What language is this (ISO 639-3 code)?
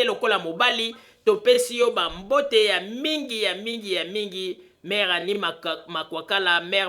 lin